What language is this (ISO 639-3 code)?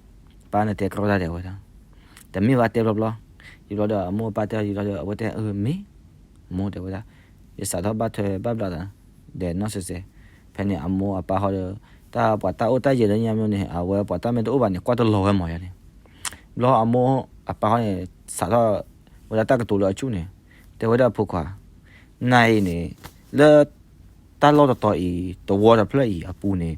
ksw